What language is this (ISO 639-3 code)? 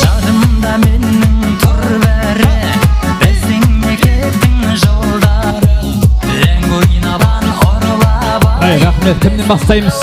kaa